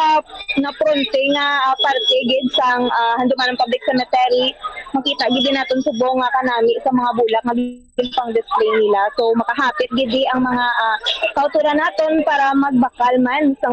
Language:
Hiligaynon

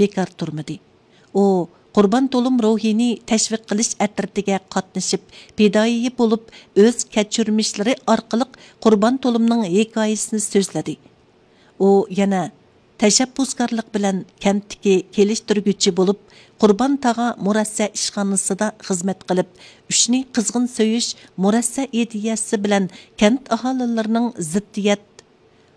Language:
Uyghur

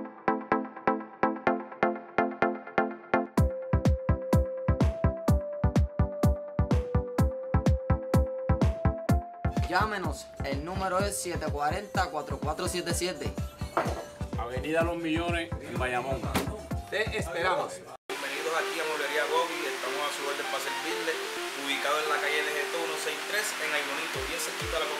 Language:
Spanish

